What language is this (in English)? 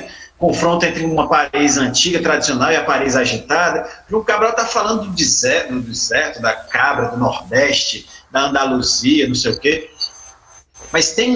Portuguese